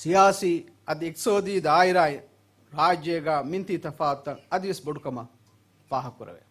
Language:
Divehi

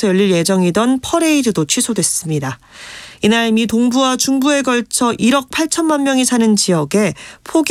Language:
Korean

